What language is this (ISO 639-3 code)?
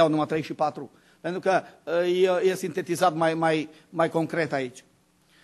ron